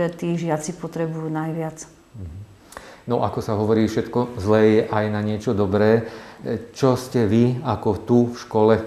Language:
Slovak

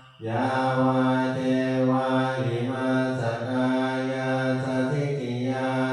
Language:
Pali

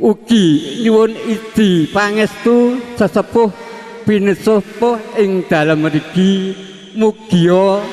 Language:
Javanese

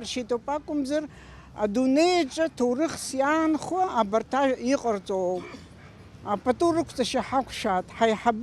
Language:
Abkhazian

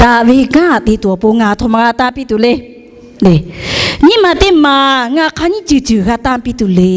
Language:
Lahu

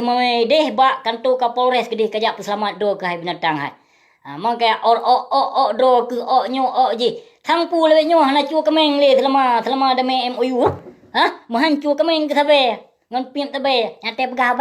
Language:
Achinese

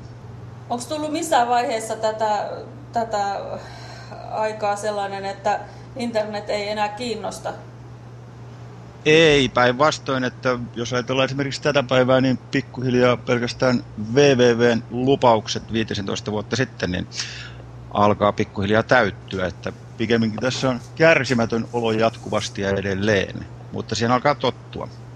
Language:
Finnish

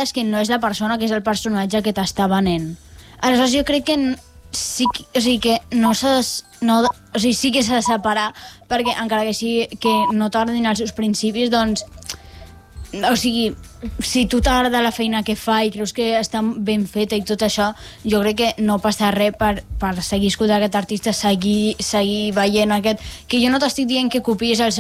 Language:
Catalan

